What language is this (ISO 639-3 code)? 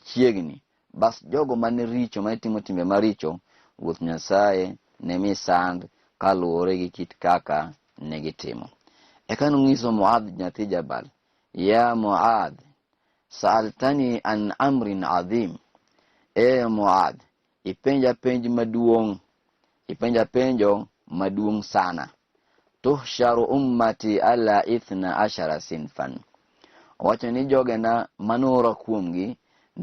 luo